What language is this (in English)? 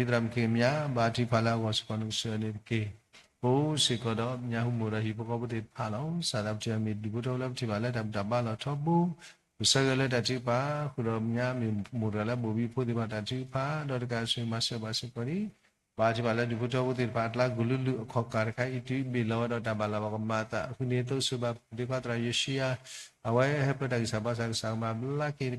S'gaw Karen